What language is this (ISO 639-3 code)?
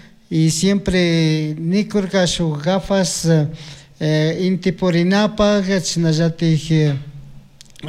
qug